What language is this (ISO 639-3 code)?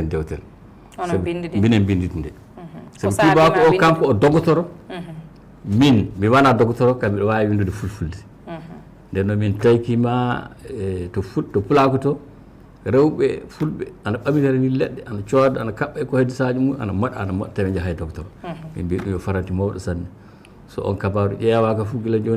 ful